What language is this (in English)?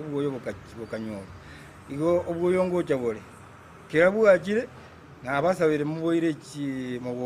Gusii